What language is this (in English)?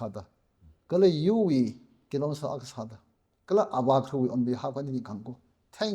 Tangkhul Naga (India)